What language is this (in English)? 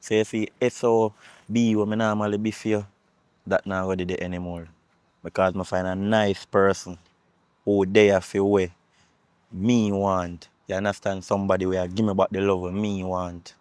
Jamaican Creole English